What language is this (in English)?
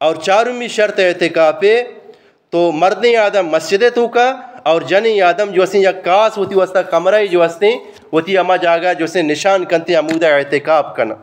Eastern Balochi